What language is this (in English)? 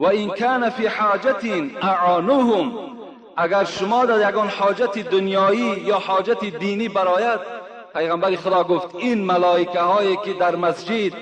Tajik